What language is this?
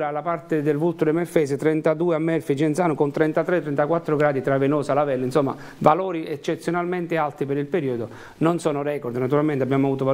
Italian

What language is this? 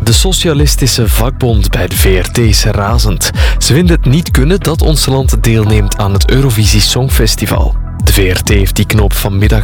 Dutch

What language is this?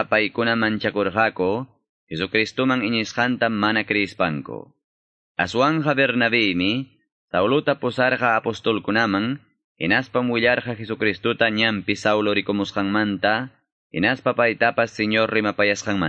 Quechua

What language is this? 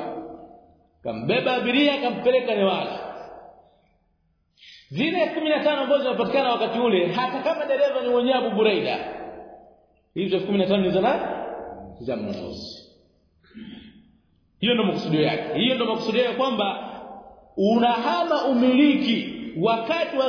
Swahili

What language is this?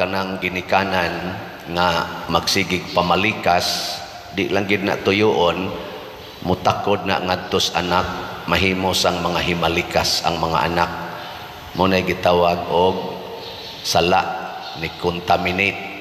Cebuano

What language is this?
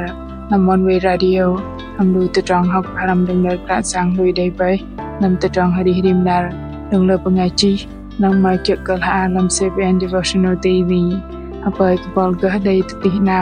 Bahnar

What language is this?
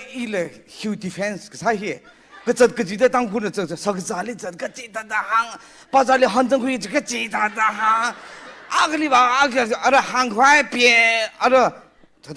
Tangkhul Naga (India)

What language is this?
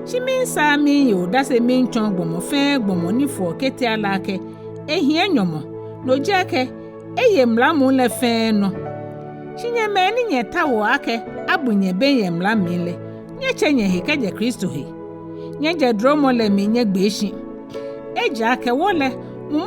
Ga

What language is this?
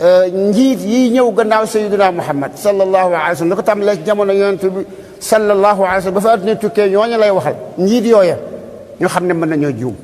Wolof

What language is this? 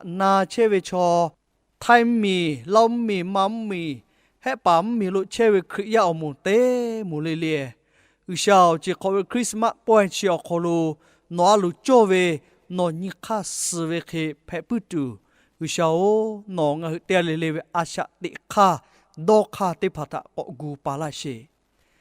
Lahu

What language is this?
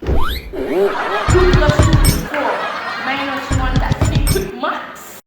Jamaican Creole English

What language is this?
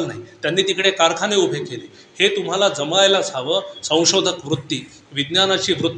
Marathi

